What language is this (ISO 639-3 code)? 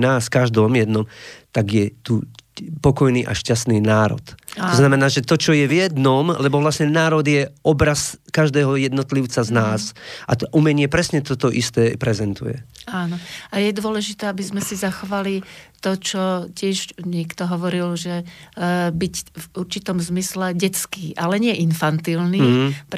slk